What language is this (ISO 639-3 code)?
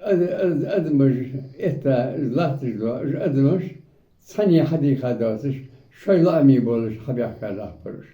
inh